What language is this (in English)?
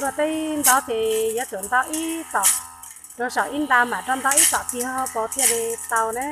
Hmong